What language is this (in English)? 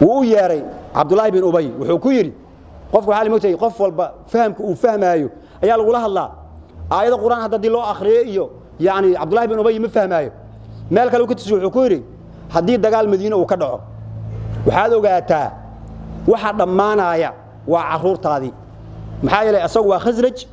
Somali